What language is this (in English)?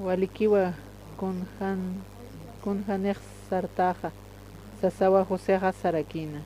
Aymara